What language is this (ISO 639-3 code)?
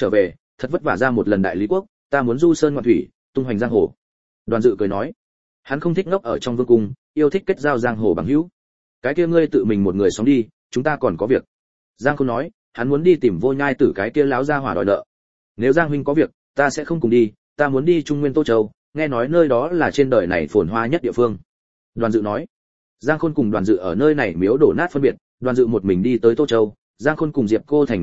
vie